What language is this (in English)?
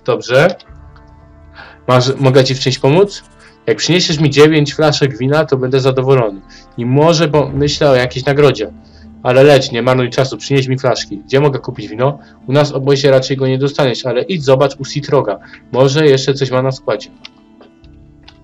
Polish